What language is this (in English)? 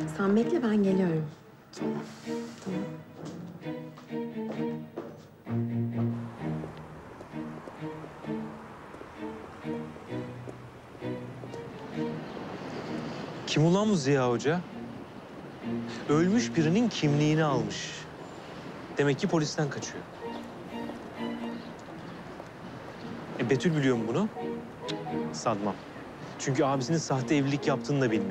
Turkish